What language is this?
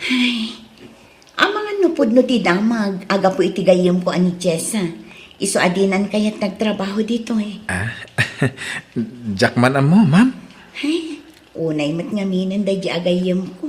Iloko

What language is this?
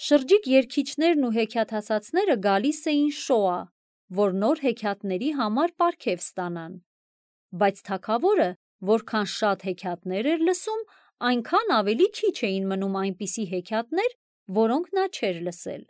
Armenian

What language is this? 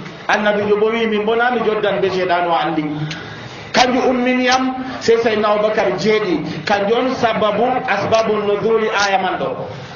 Nigerian Fulfulde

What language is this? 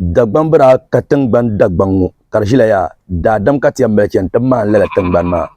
Dagbani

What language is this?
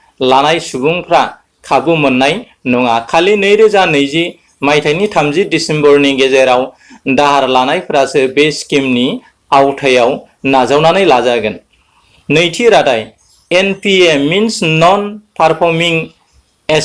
Bodo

